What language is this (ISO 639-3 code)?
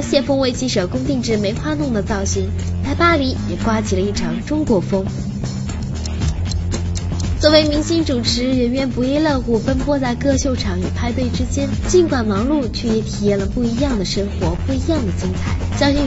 zho